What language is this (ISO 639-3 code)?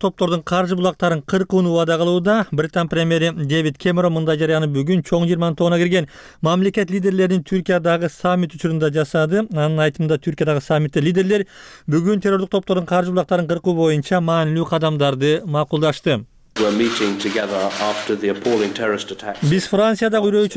kir